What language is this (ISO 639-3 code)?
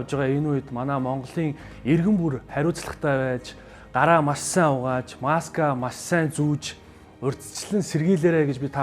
mon